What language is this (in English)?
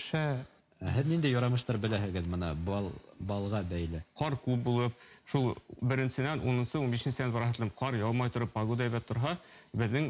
Bashkir